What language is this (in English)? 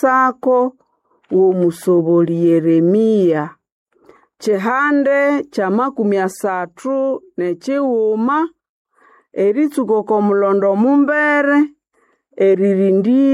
Nande